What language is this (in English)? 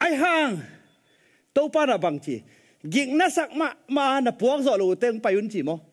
Tedim Chin